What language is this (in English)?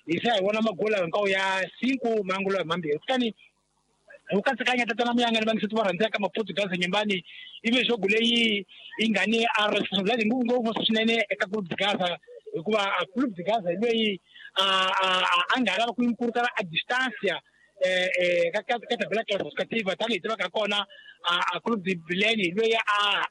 Tsonga